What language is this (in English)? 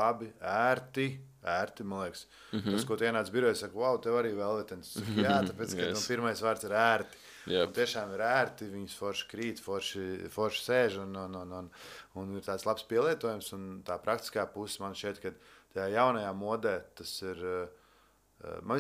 Latvian